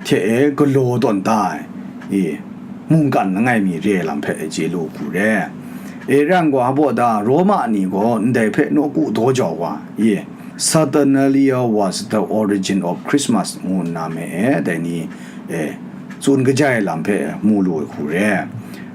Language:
Kachin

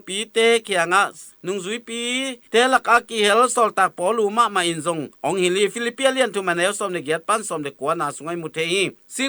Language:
Tedim Chin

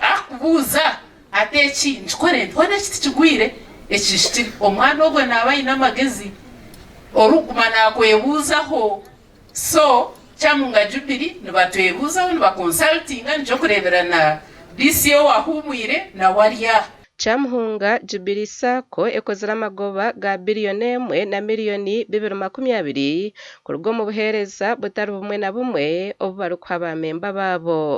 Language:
Nyankole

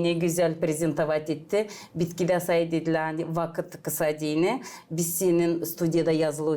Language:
Gagauz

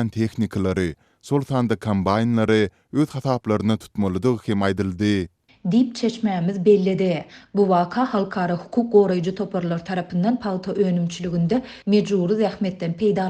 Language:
Turkmen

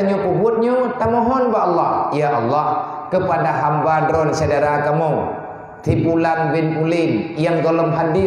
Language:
Achinese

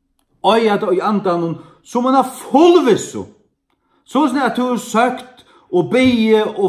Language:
Faroese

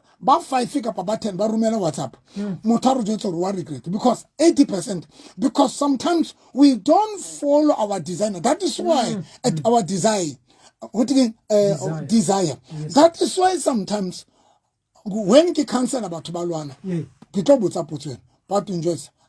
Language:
Southern Sotho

